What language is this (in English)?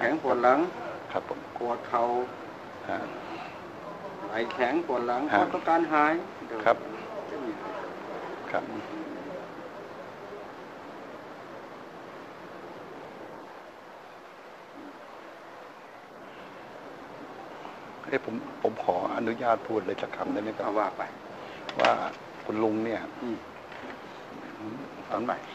Thai